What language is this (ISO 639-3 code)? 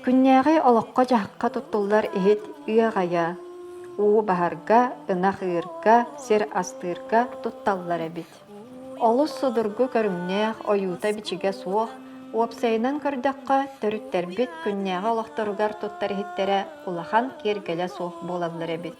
sah